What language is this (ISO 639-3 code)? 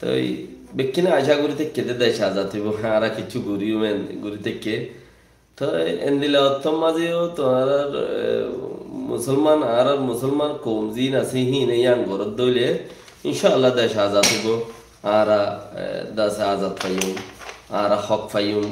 rhg